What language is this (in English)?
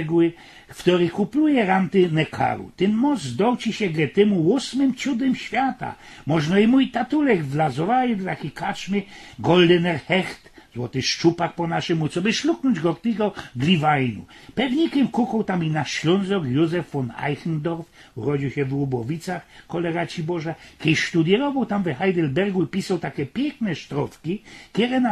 Silesian